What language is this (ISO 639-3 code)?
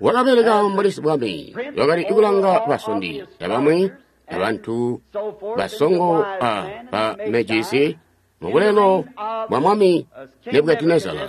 toi